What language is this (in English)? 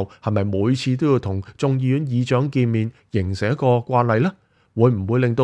Cantonese